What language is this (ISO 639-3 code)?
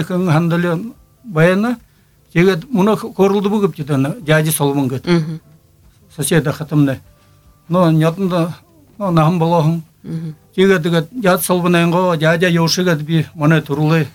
bua